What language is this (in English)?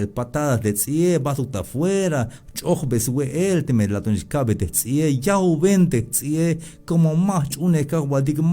Tzeltal